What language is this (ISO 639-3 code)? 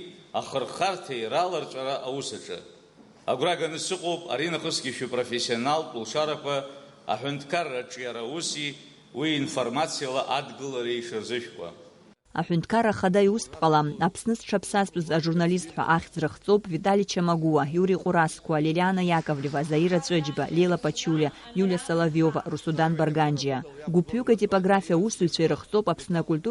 abk